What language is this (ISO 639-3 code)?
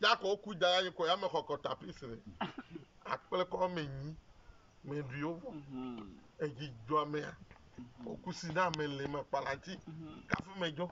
ewe